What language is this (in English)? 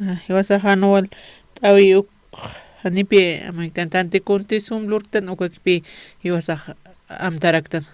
Aymara